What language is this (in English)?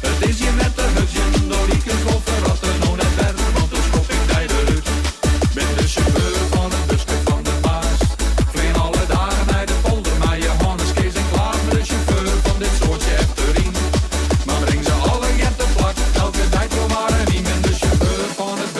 Western Frisian